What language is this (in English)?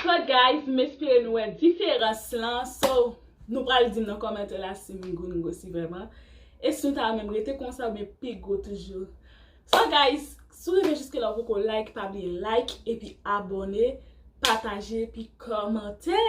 Haitian Creole